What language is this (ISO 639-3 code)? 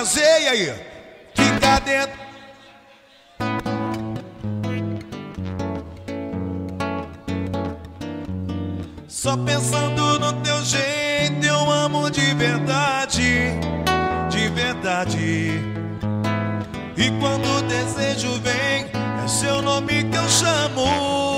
por